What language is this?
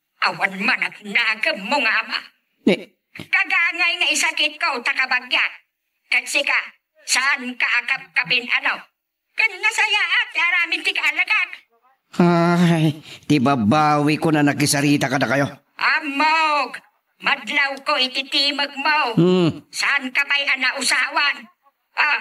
Iloko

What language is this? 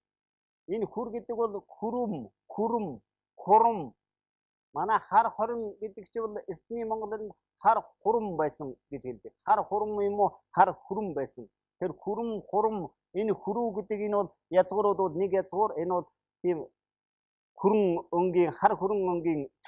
Mongolian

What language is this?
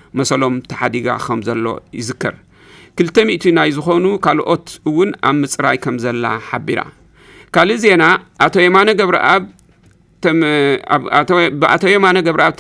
Tigrinya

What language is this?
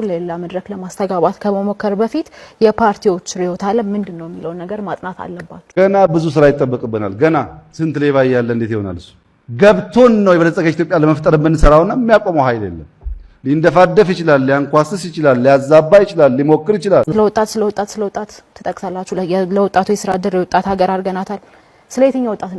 Amharic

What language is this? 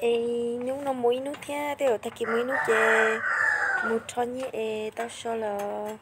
Hmong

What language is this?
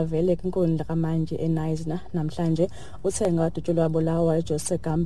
Xhosa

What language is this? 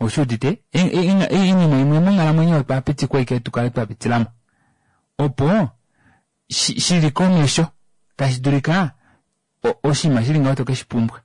Kuanyama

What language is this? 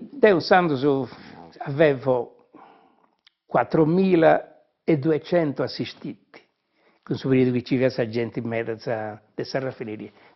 Sardinian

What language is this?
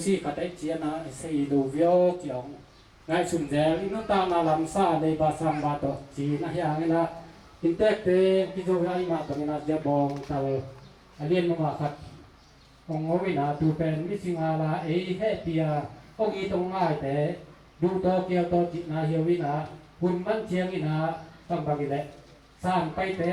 Tedim Chin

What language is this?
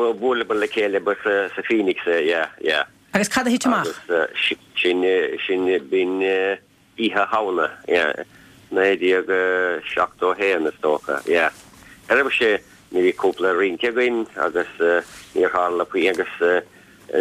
Irish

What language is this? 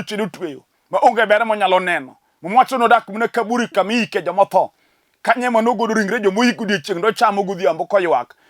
Luo (Kenya and Tanzania)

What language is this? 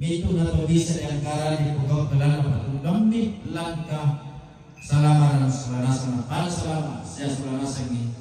Toraja-Sa'dan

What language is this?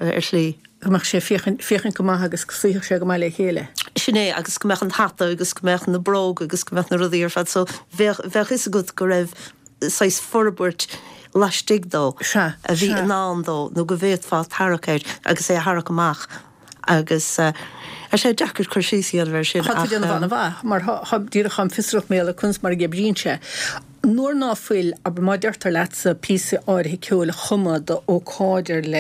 Irish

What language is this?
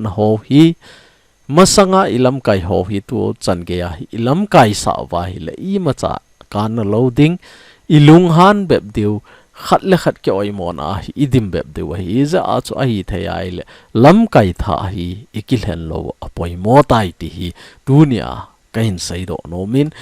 Thado Chin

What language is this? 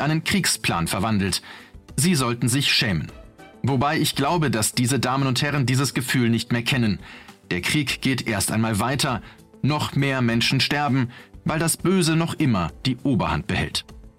German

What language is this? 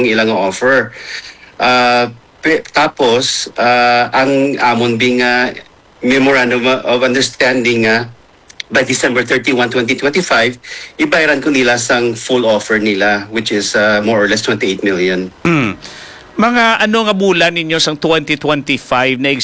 Hiligaynon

